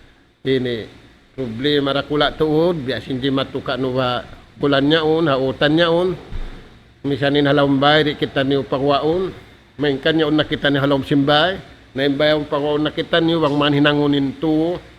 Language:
Tausug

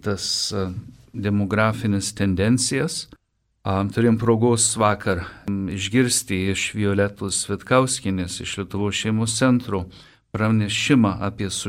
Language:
Lithuanian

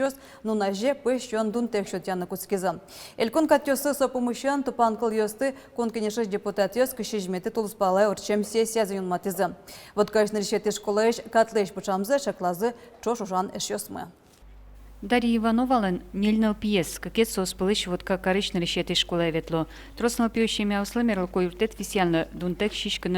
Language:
Udmurt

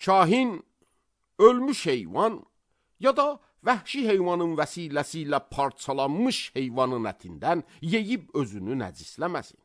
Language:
Azerbaijani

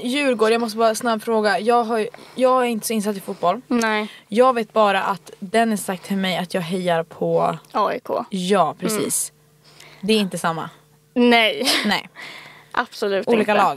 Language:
Swedish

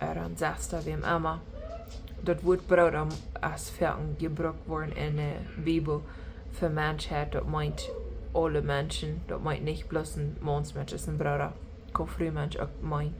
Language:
Plautdietsch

